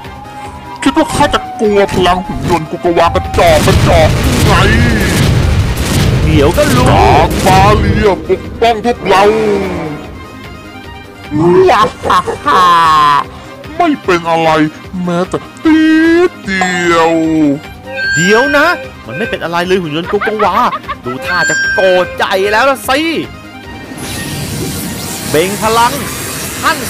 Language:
Thai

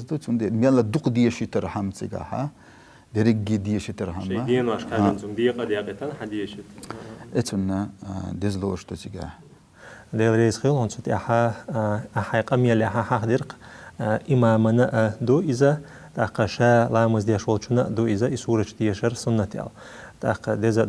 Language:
Chechen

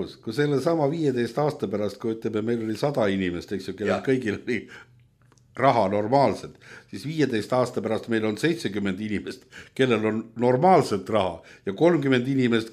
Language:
Estonian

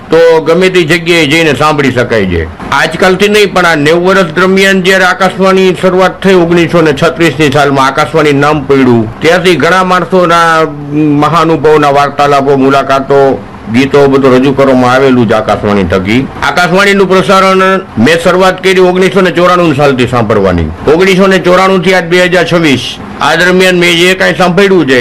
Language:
Gujarati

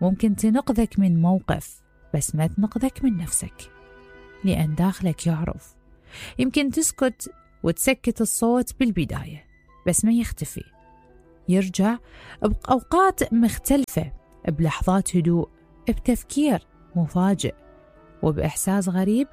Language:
Mesopotamian Arabic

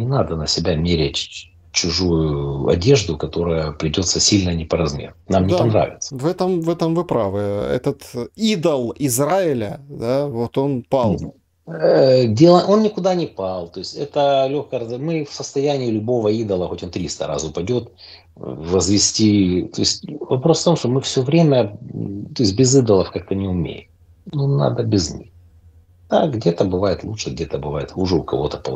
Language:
Russian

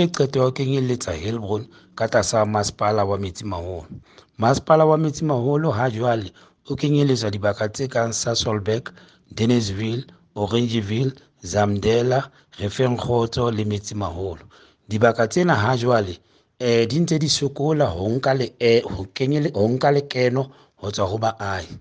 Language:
Southern Sotho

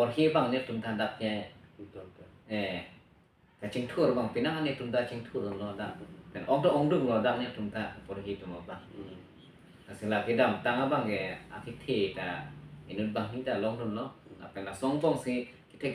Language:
Karbi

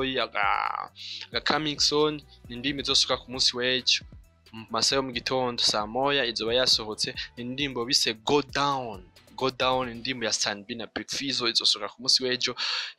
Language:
Rundi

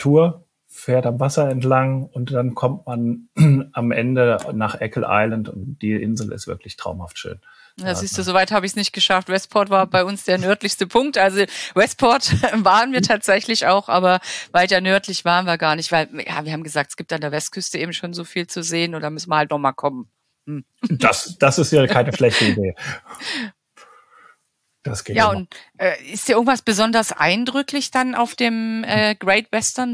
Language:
German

